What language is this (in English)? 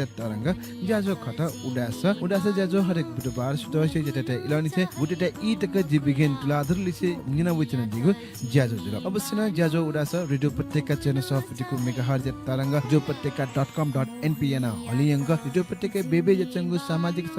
Newari